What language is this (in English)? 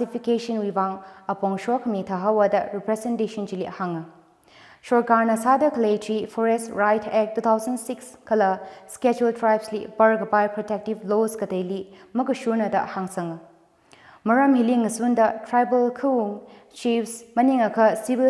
Tangkhul Naga (India)